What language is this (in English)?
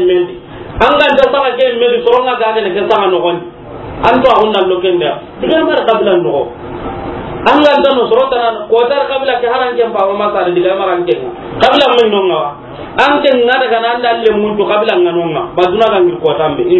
Soninke